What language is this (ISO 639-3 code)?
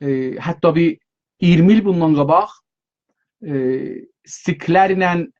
azb